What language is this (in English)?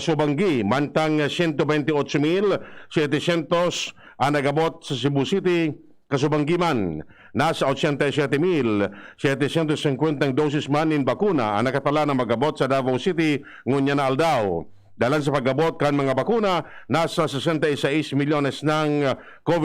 Bikol